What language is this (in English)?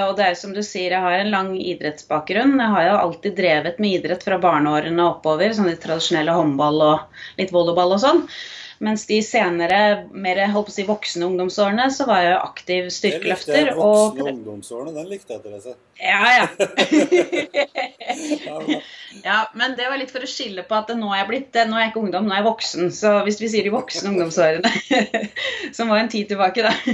Norwegian